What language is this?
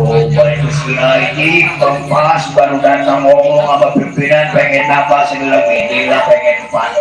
Betawi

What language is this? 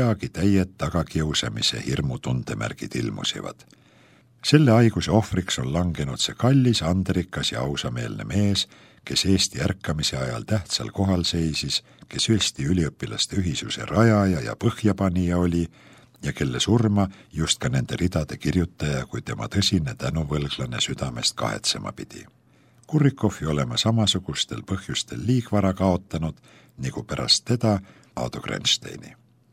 Estonian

